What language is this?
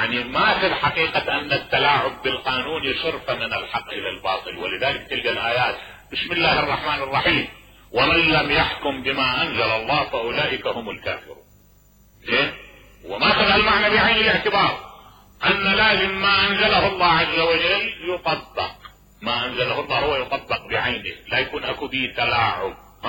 Mesopotamian Arabic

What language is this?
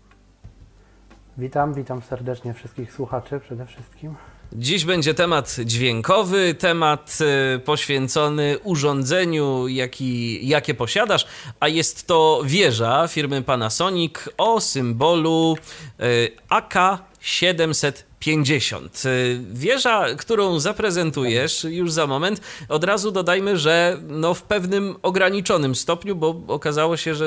Polish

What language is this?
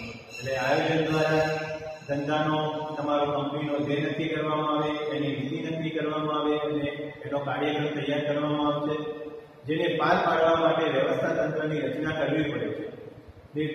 Gujarati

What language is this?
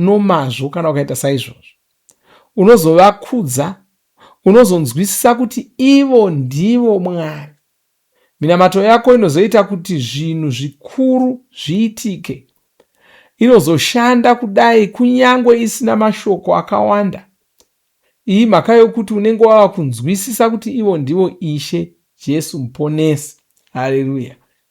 Shona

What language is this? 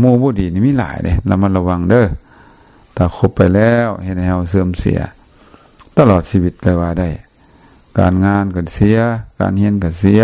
Lao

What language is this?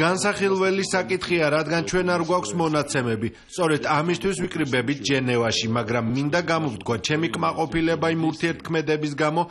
Georgian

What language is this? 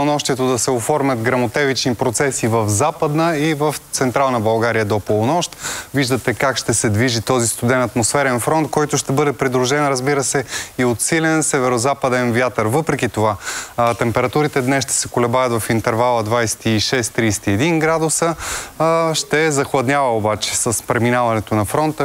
Bulgarian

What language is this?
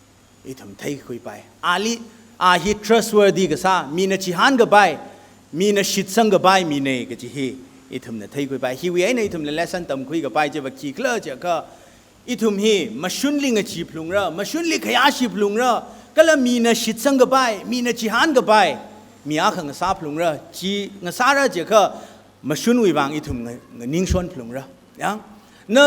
Tangkhul Naga (India)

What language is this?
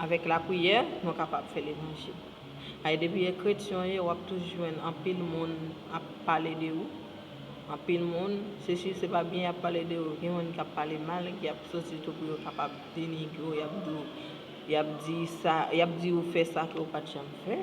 Haitian Creole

